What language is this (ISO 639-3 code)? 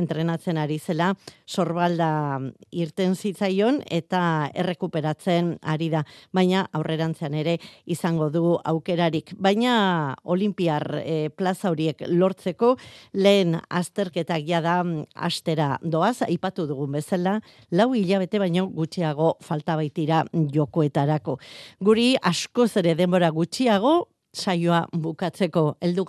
eus